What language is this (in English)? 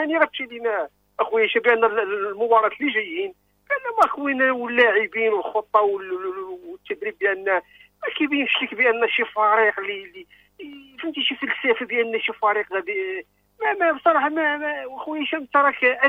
Moroccan Arabic